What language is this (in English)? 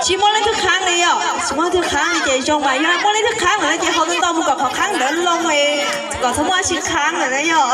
Hmong